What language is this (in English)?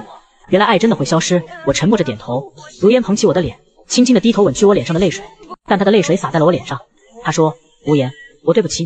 Chinese